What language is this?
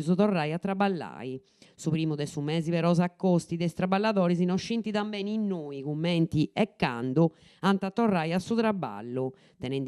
Sardinian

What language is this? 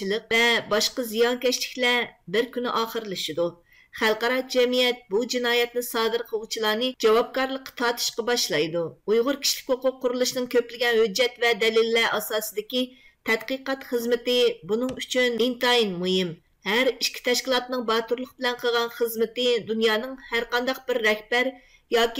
Uyghur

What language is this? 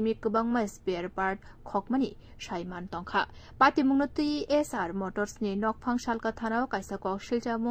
Kok Borok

